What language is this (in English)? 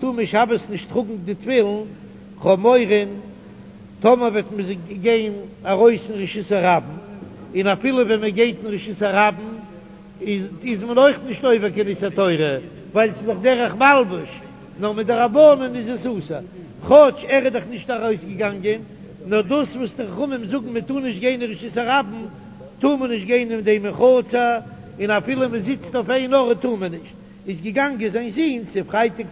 Yiddish